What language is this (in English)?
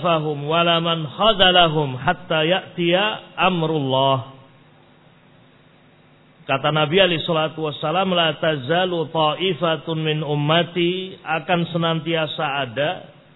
Indonesian